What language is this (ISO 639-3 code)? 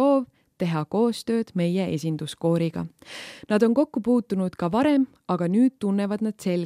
est